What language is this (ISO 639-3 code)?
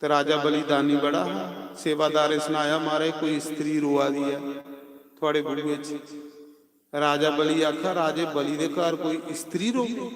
doi